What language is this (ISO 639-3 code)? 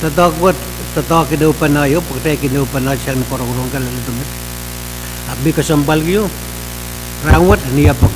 pon